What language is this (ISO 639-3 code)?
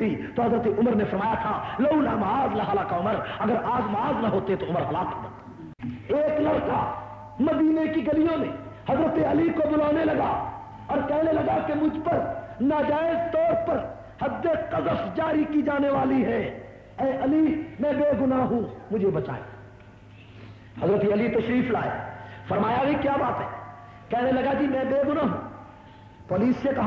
urd